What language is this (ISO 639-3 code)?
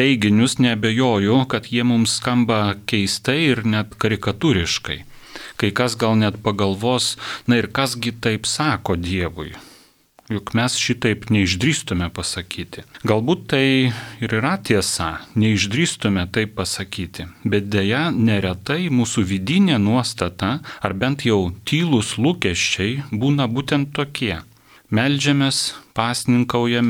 lit